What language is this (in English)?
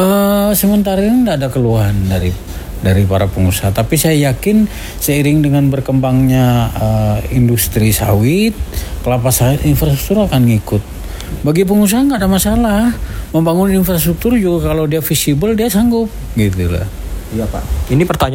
Indonesian